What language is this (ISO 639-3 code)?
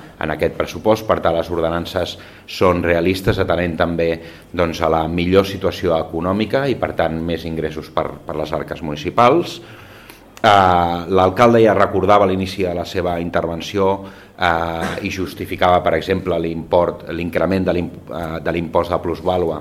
cat